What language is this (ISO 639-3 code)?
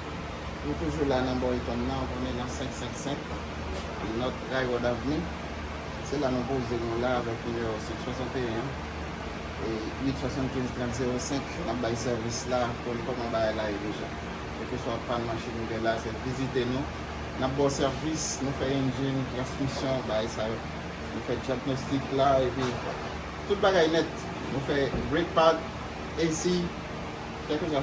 hat